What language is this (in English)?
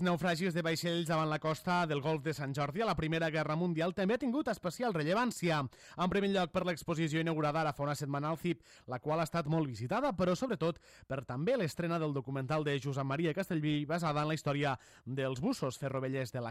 Catalan